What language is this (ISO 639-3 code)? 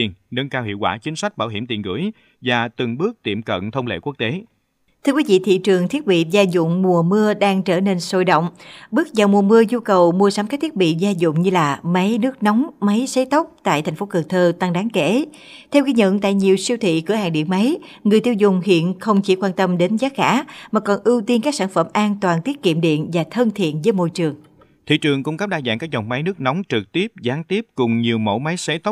vie